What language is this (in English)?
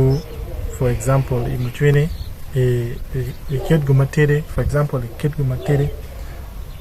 Acoli